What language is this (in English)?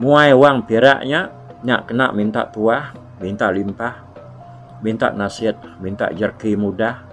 Iban